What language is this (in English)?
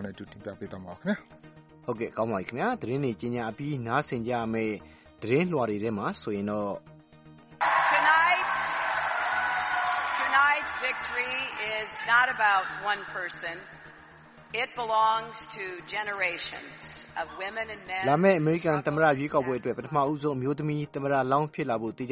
Burmese